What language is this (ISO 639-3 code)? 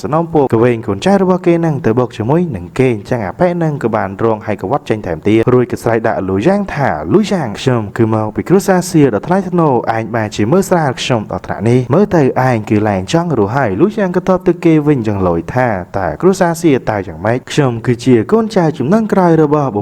khm